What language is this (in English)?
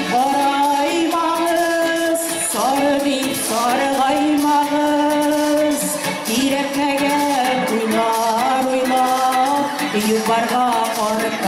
Bashkir